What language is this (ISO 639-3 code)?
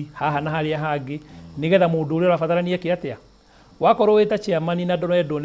kik